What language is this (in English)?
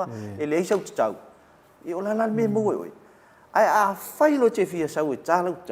Samoan